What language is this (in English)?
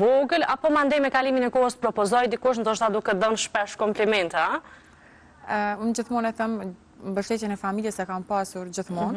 Albanian